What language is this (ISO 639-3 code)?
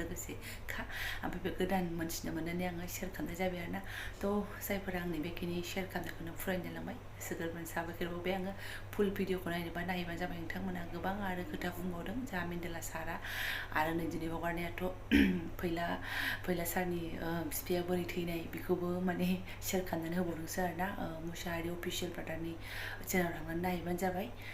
brx